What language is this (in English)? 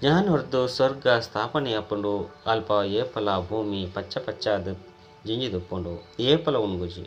Tulu